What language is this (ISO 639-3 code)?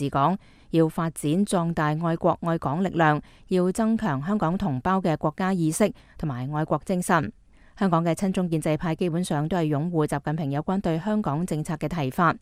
yue